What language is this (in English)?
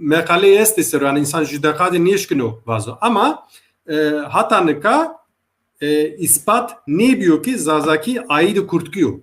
Zaza